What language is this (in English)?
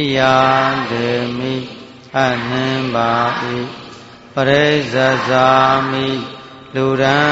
Burmese